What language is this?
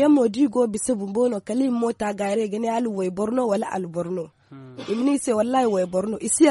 Zarma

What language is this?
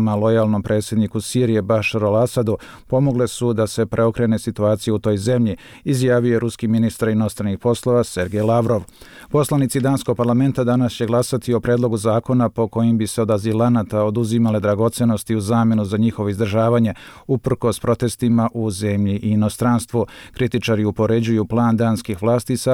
Serbian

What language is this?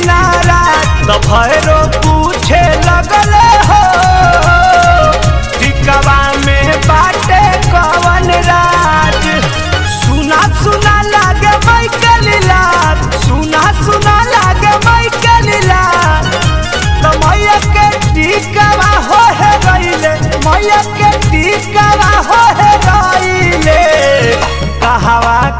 Bhojpuri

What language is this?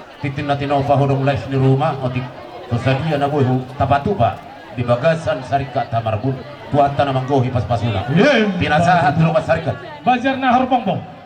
Batak Toba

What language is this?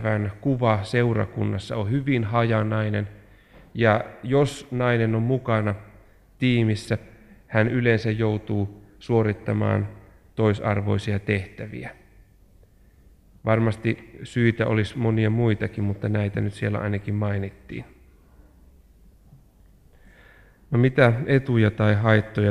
Finnish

